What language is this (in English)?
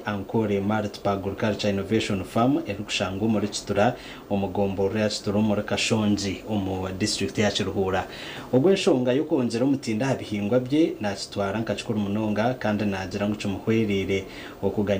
Nyankole